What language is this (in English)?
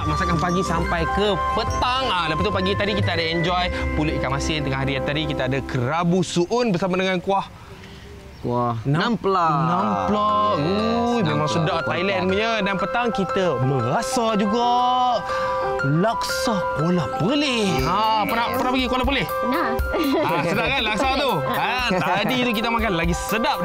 Malay